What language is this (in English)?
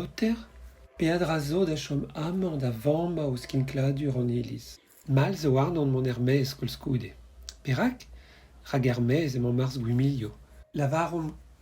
Breton